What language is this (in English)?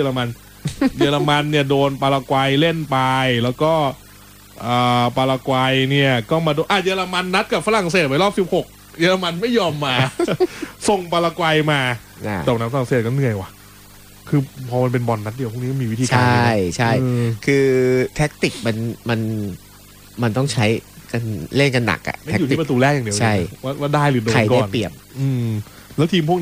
Thai